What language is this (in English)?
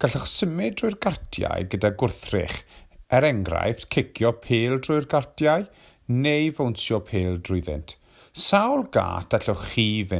Welsh